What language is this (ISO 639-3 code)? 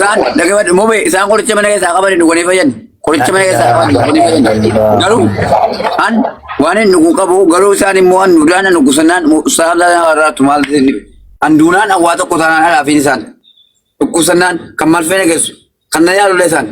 orm